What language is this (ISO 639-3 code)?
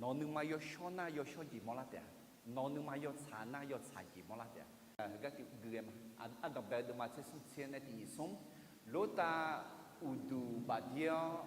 ahk